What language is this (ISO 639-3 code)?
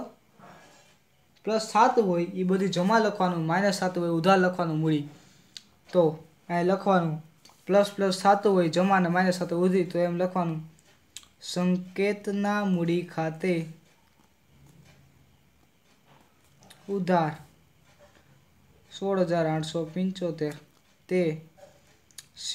guj